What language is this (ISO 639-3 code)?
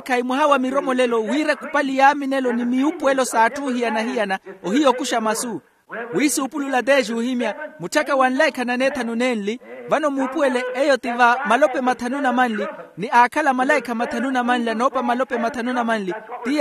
vmw